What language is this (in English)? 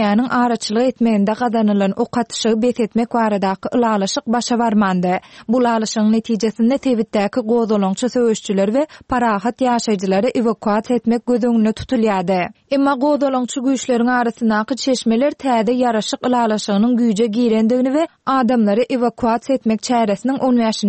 Turkmen